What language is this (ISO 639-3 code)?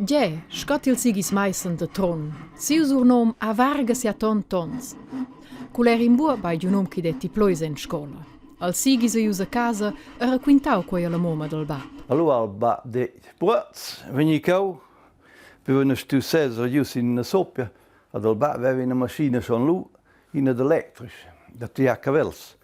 roh